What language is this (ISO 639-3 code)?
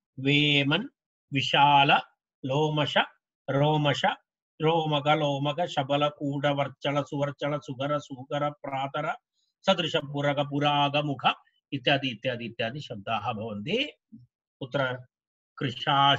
san